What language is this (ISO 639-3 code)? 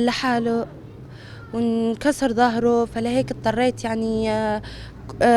apc